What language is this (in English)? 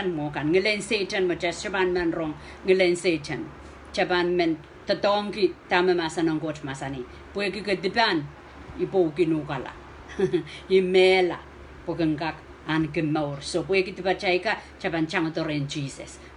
Pohnpeian